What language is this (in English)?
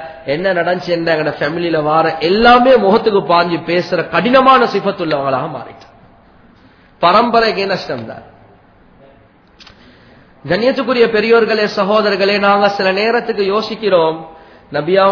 Tamil